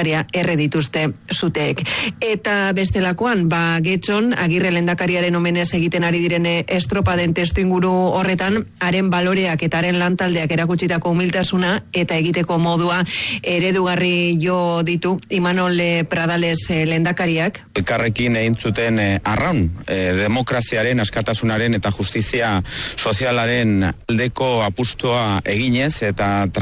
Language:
Basque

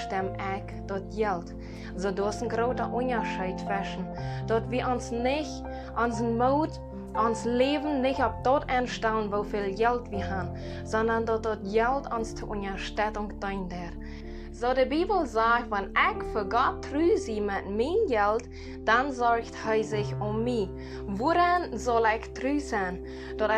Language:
Plautdietsch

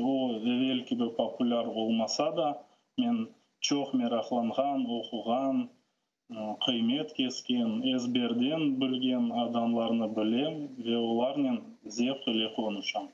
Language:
Crimean Tatar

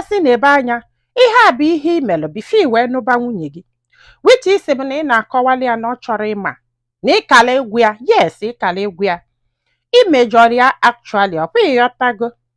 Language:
Igbo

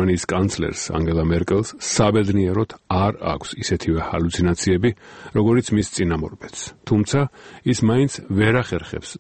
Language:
Georgian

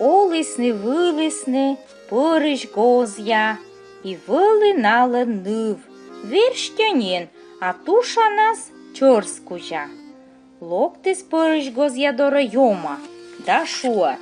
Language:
Komi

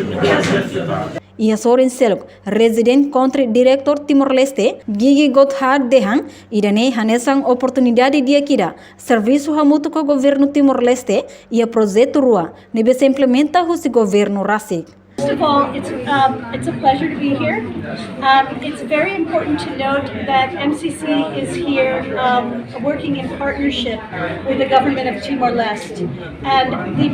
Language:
Tetum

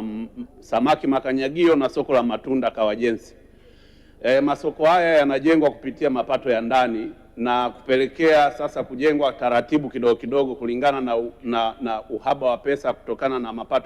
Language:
Swahili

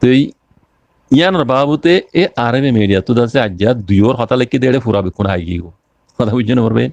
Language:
Rohingya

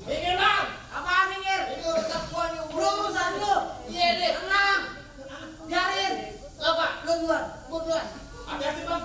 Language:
Betawi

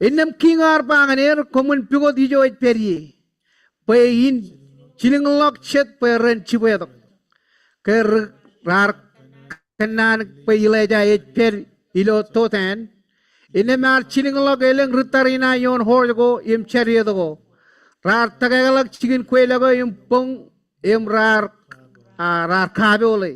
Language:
Marshallese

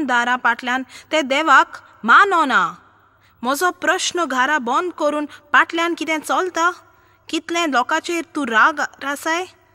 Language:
Konkani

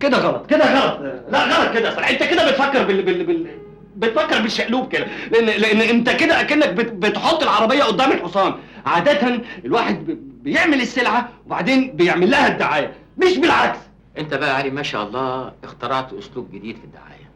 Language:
Egyptian Arabic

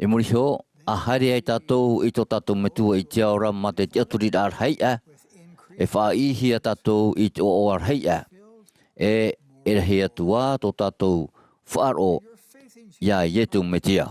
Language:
Tahitian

